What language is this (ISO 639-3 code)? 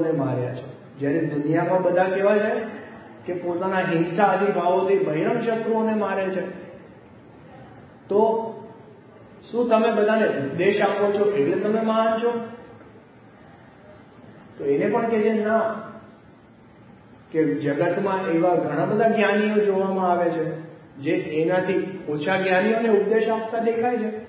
guj